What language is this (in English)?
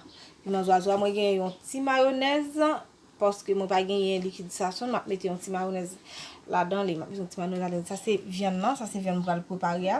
Haitian Creole